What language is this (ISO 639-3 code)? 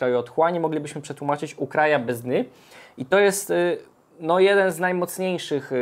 pol